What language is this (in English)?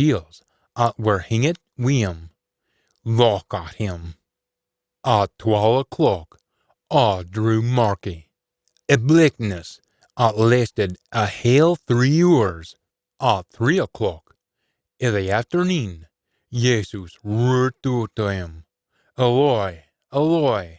Scots